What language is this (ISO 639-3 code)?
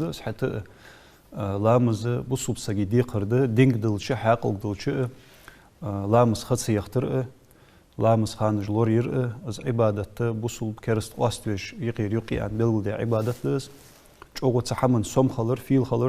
inh